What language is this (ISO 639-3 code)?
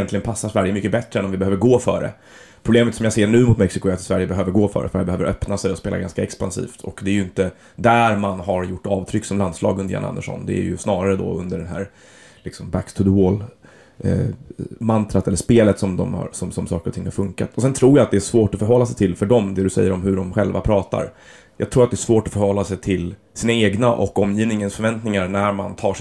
swe